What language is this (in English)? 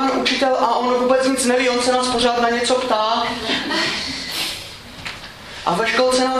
Czech